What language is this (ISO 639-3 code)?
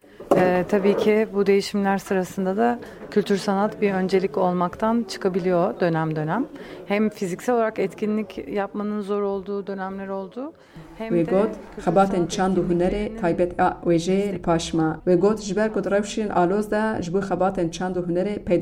kur